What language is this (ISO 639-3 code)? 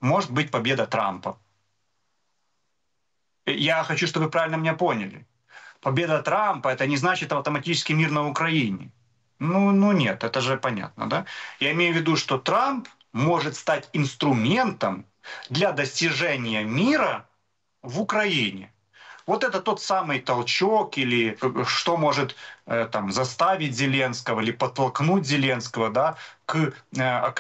rus